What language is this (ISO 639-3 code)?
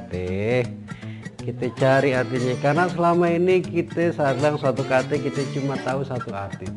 bew